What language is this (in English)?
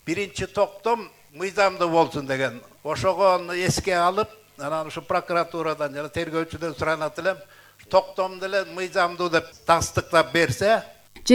Kyrgyz